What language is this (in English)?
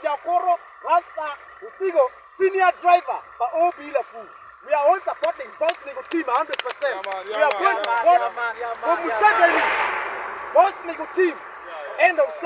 Acoli